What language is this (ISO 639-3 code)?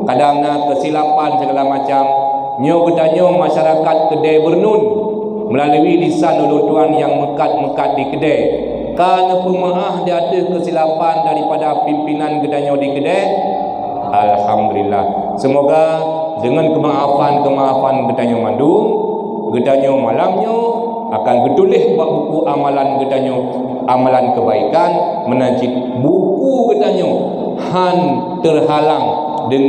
ace